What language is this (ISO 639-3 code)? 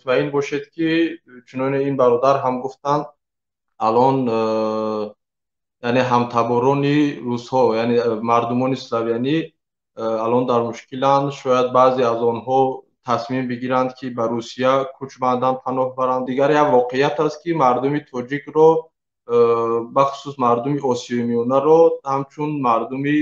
tgk